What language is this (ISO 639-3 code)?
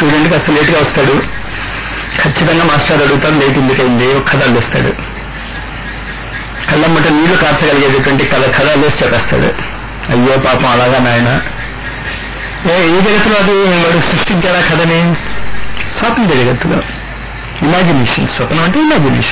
tel